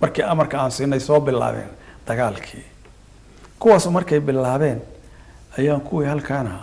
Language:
Somali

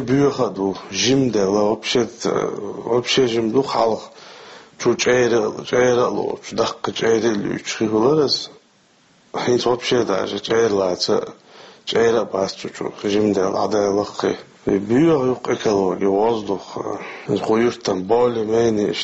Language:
Chechen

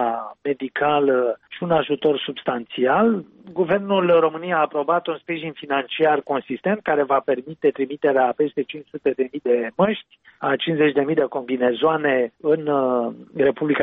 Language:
Romanian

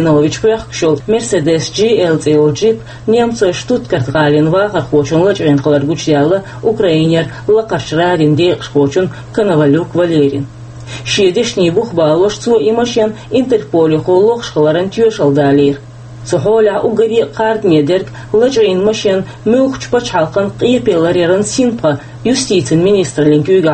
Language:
Chechen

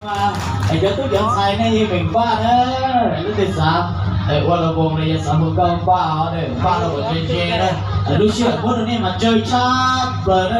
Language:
Hmong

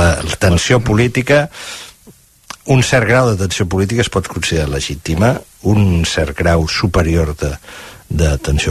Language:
Catalan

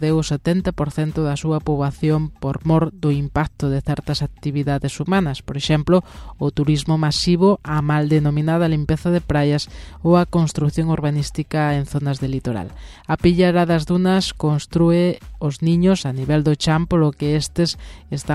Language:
Galician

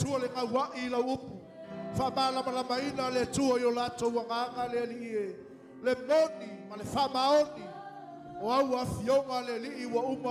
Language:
Samoan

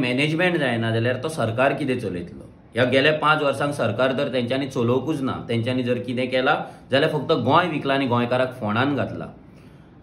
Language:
Konkani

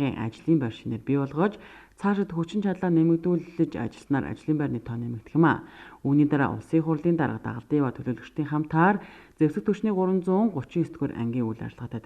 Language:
Mongolian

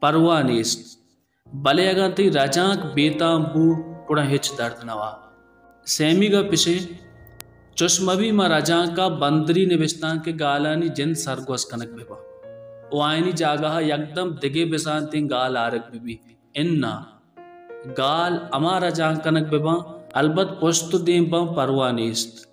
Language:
Baluchi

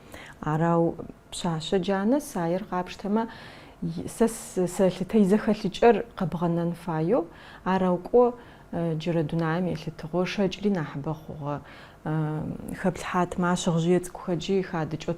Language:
Adyghe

